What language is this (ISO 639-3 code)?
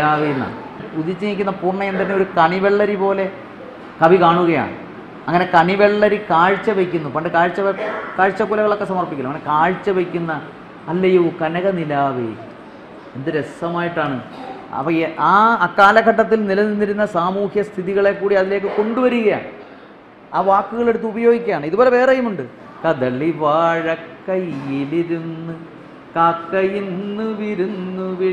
mal